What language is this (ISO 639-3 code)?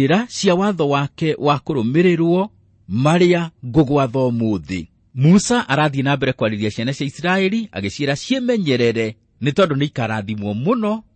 kik